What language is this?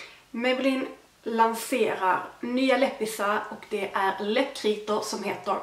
Swedish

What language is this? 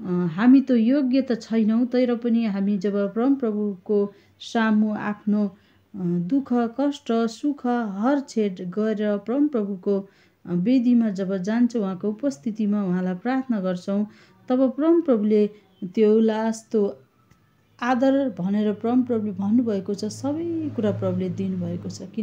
Nepali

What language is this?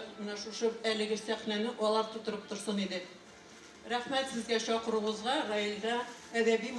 Tatar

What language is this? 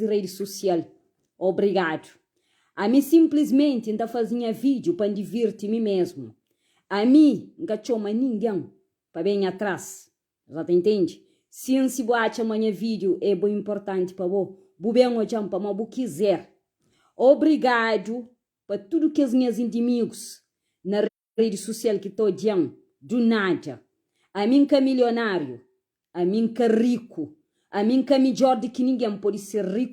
Kabuverdianu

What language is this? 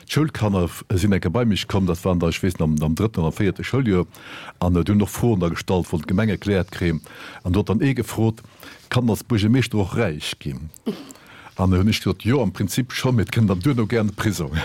Luxembourgish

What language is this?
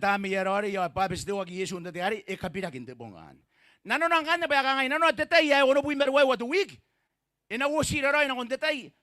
Gilbertese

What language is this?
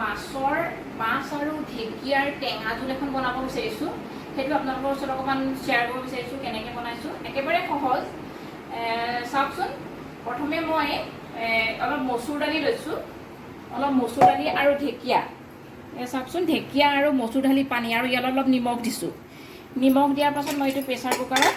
Assamese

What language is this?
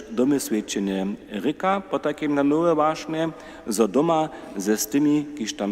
Upper Sorbian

